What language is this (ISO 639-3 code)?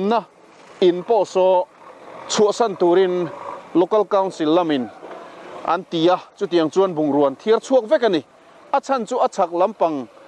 lus